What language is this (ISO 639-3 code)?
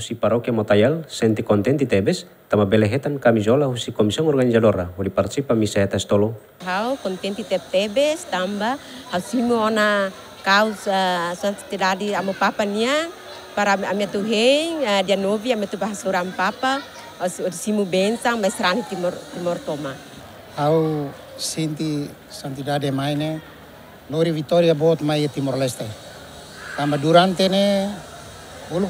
tet